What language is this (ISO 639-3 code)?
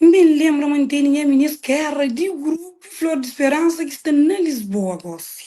kea